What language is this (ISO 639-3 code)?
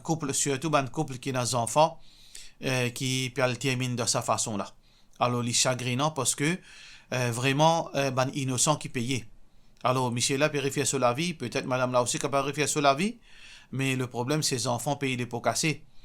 mfe